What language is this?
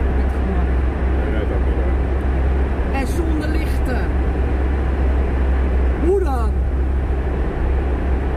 Dutch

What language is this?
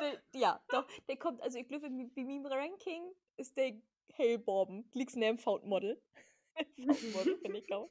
Low German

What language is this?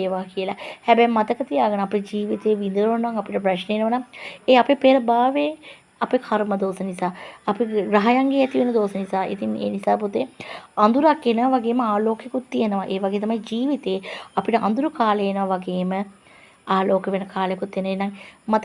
Sinhala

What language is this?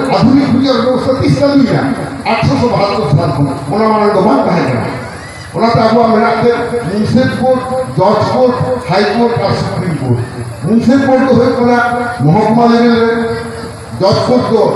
Santali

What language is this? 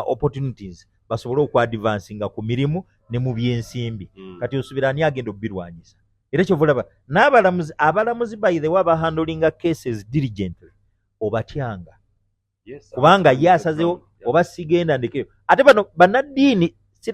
Ganda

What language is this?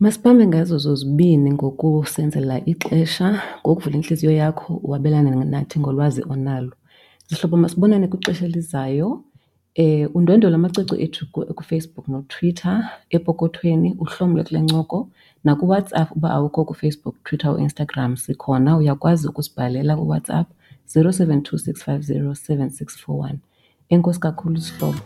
Xhosa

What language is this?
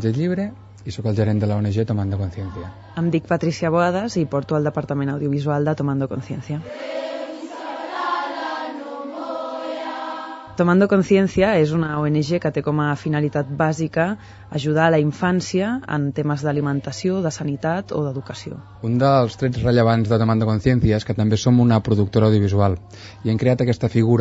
Catalan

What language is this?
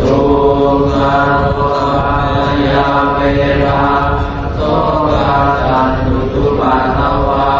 Pali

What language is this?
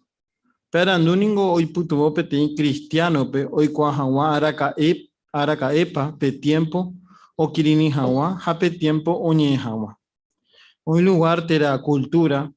Guarani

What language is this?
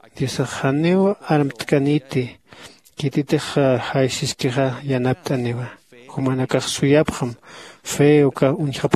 Aymara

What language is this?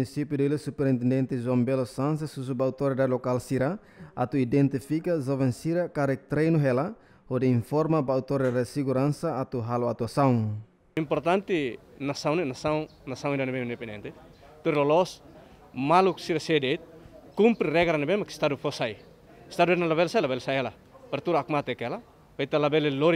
Tetum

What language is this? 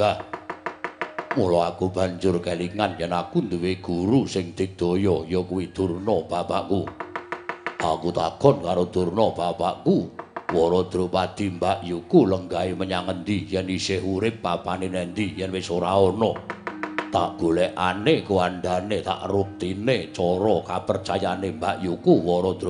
Javanese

